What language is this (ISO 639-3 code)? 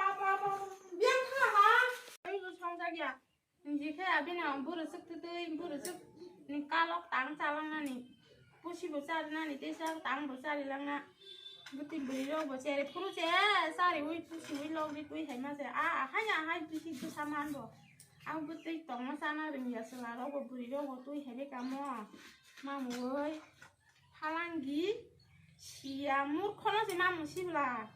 trp